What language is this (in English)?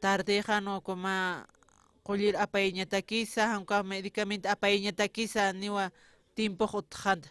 Aymara